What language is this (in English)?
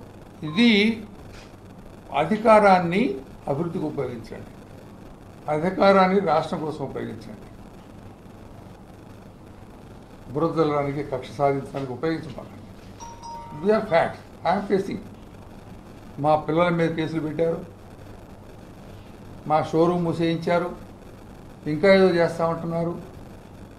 Telugu